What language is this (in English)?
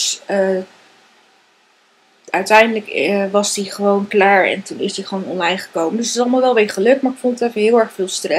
Dutch